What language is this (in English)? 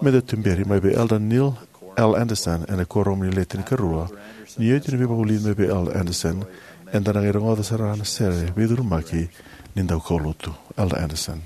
Fijian